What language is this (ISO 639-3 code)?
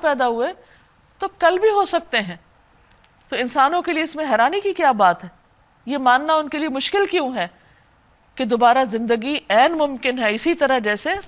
urd